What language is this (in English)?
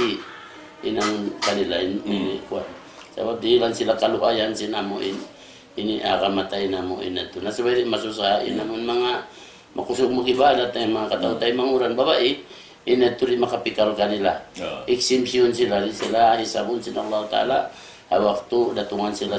Tausug